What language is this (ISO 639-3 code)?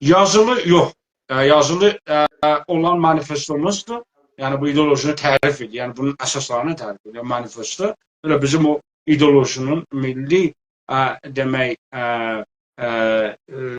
azb